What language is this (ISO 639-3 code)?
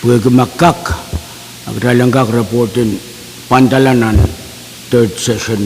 pon